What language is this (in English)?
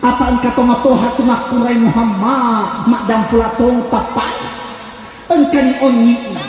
Buginese